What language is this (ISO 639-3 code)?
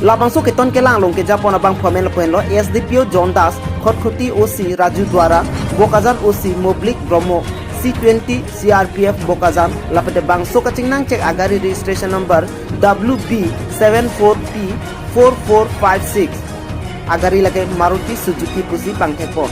mjw